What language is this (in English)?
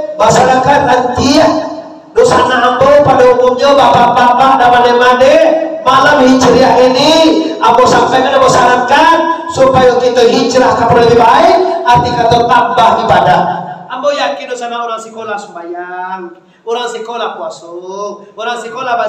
Minangkabau